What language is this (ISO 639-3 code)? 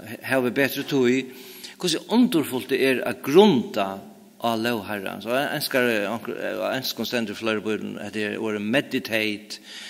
fao